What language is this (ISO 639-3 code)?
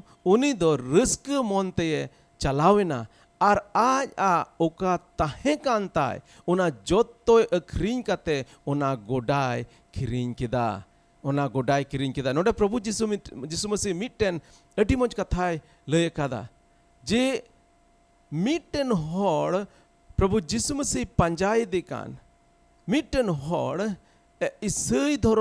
sat